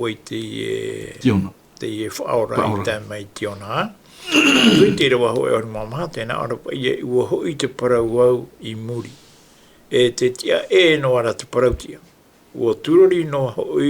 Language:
Tahitian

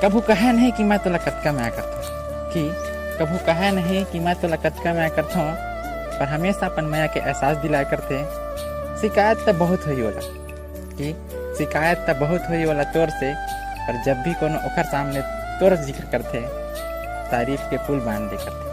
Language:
Chhattisgarhi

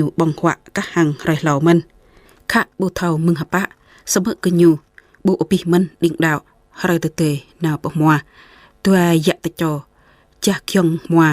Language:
Jarai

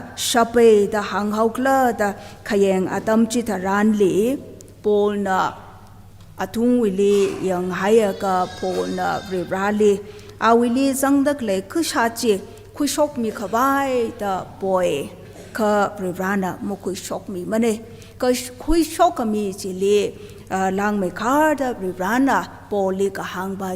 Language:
Tangkhul Naga (India)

